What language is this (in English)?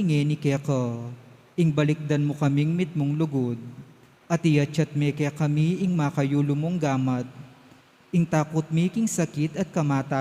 Pampanga